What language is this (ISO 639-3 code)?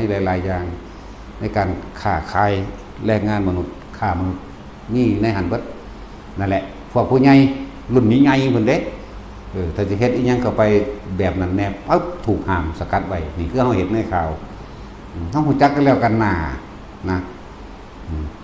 tts